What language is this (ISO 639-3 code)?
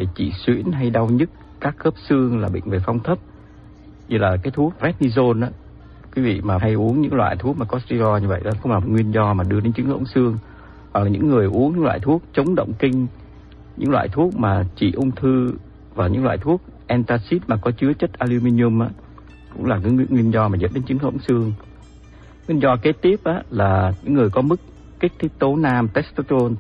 vie